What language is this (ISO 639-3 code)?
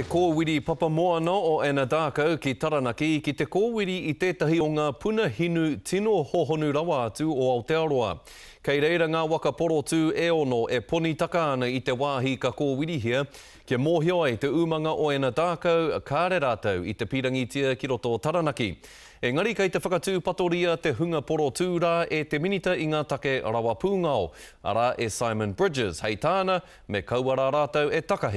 mri